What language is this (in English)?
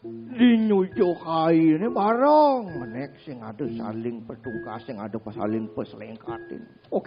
Balinese